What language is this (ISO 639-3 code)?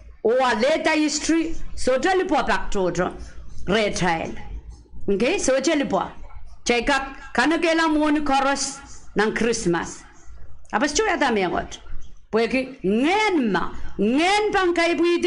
pon